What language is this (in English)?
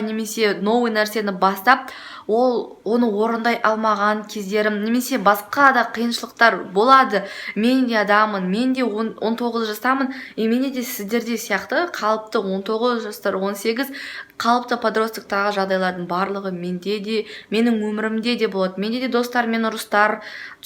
Kazakh